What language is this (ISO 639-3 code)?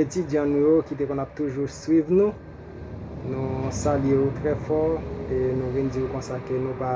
hat